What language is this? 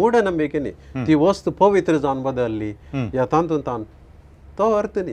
Konkani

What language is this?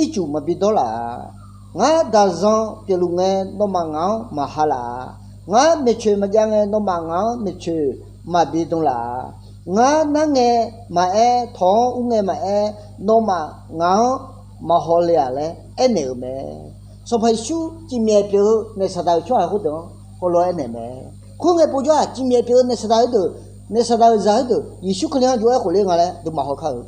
Akha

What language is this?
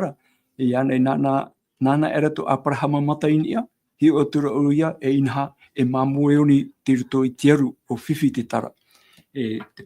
Tahitian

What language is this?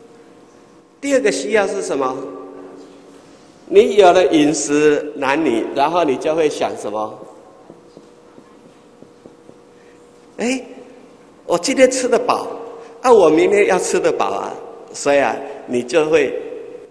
Chinese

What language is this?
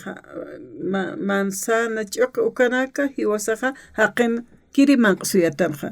Aymara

